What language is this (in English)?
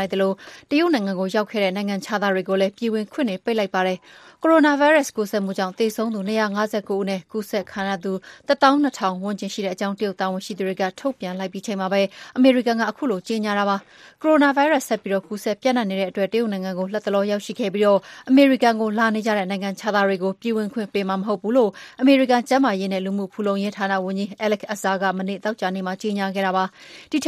Burmese